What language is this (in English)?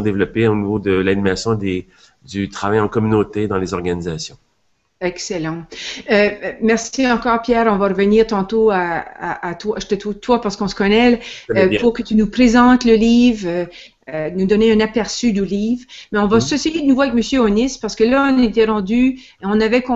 French